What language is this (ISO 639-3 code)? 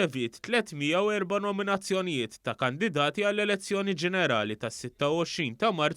mlt